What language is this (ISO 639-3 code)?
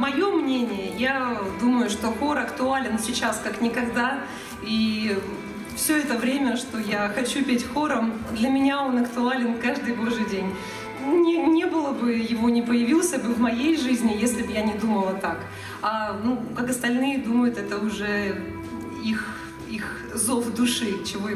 rus